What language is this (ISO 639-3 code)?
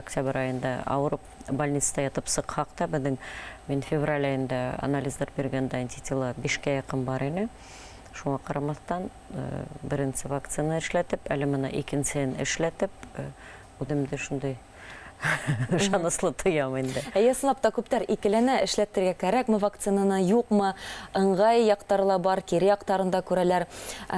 bak